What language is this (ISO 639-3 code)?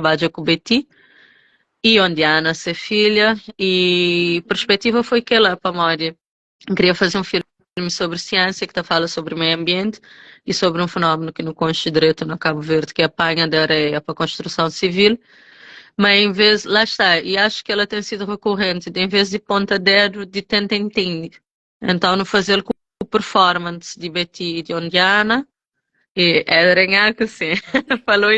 kea